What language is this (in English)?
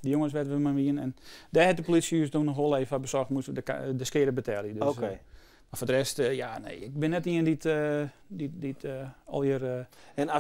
Western Frisian